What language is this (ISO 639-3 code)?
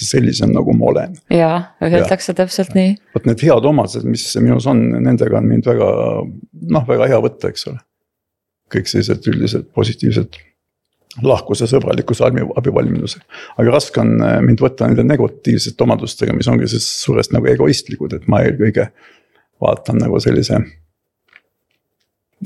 est